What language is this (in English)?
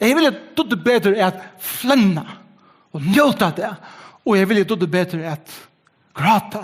Faroese